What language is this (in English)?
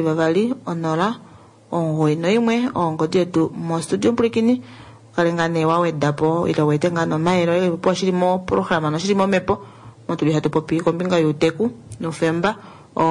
Kuanyama